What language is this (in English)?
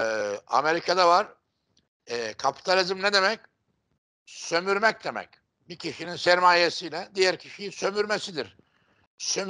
Turkish